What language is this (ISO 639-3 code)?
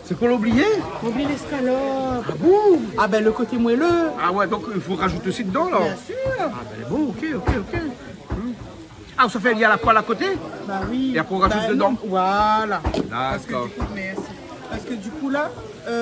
rcf